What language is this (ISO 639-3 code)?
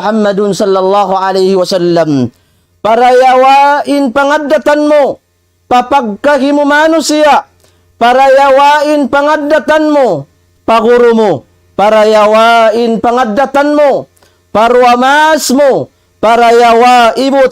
tsg